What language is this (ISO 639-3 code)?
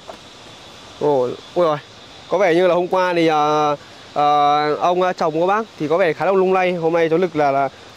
vie